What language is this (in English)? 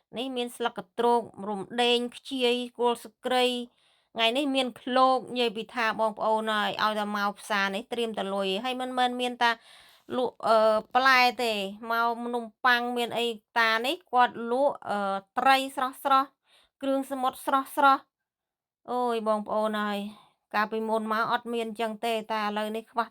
Khmer